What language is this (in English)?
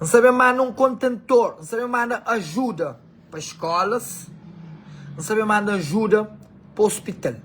Kabuverdianu